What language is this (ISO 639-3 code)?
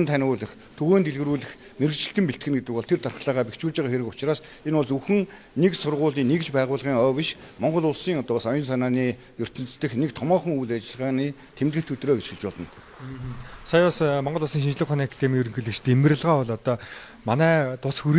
mon